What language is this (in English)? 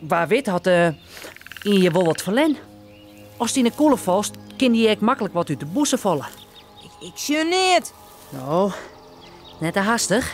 Western Frisian